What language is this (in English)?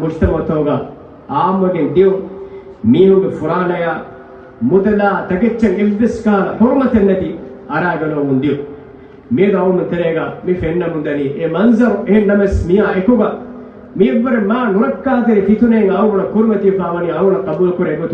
Divehi